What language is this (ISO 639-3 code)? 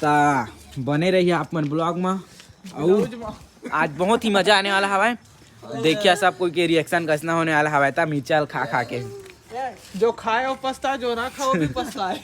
hne